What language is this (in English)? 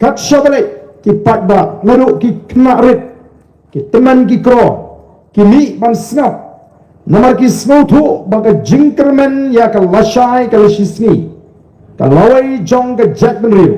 Khasi